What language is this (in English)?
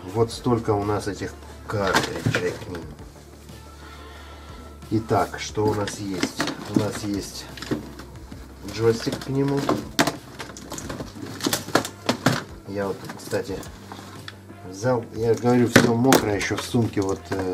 Russian